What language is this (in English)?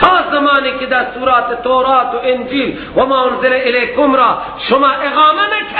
Persian